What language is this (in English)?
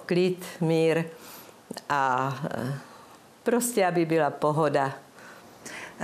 Czech